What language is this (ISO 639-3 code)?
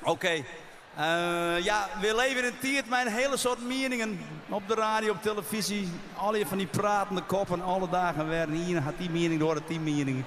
fry